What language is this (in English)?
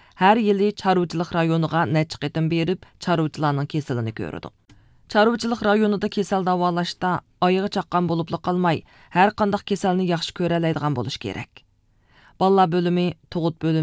Uyghur